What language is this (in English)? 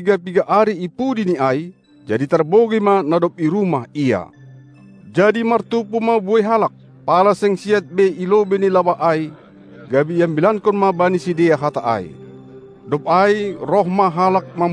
Batak Simalungun